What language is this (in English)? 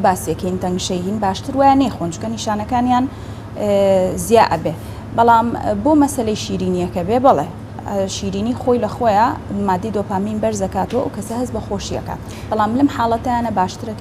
Central Kurdish